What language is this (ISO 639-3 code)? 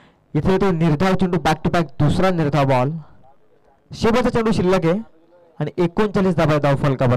mar